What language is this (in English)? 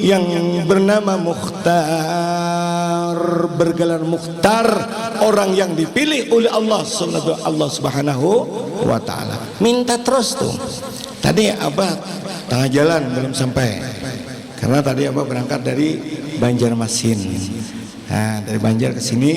Banjar